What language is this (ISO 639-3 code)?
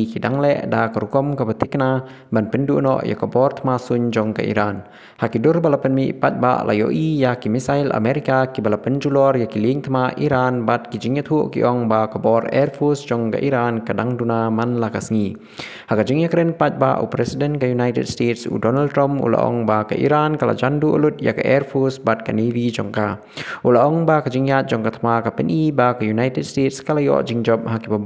kha